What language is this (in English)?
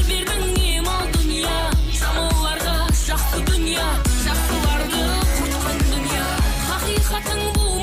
Kara-Kalpak